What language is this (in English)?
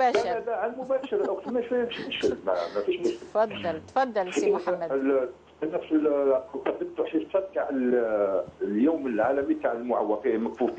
Algerian Arabic